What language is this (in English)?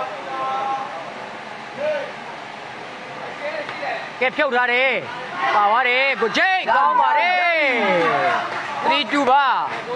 Burmese